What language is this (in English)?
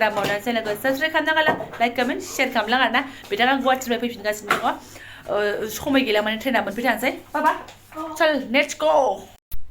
Bodo